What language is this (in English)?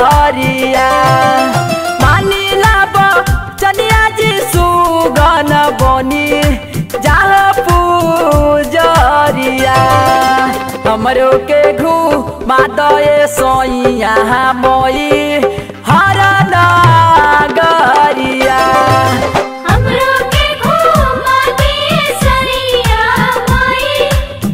Bhojpuri